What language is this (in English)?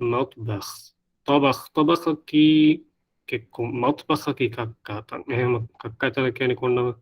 Divehi